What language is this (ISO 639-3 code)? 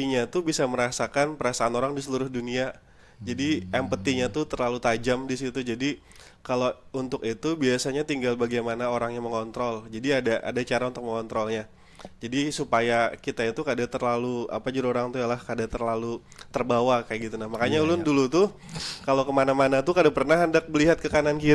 bjn